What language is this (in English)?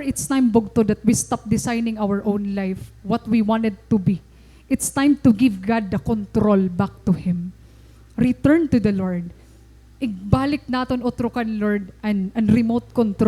Waray